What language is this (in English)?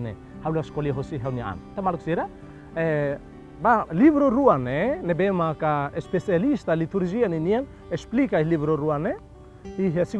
Tetum